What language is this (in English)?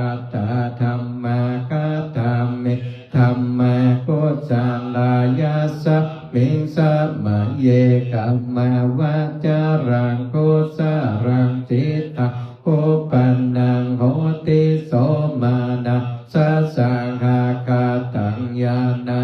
Pali